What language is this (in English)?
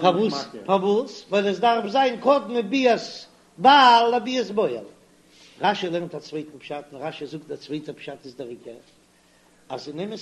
Yiddish